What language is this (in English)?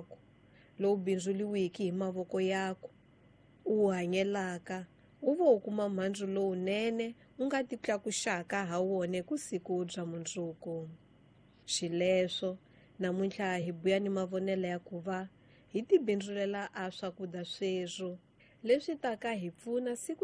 Tsonga